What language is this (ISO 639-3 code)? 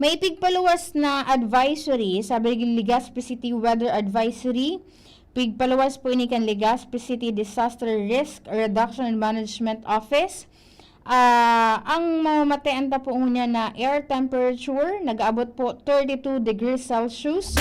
bik